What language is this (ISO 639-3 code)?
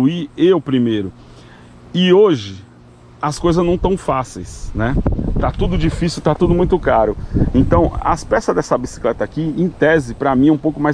por